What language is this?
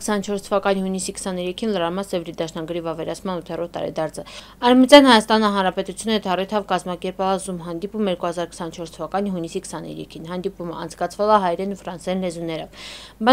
Armenian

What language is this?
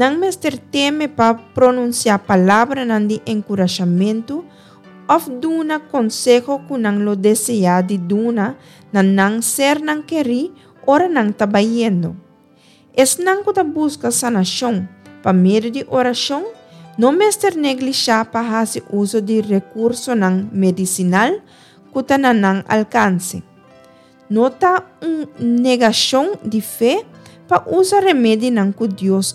Papiamento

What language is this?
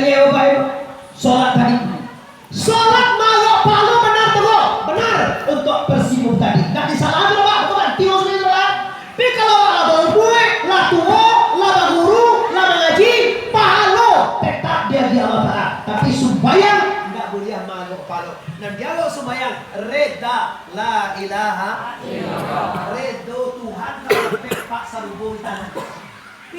Minangkabau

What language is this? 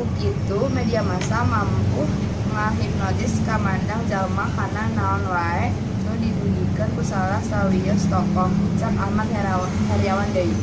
Sundanese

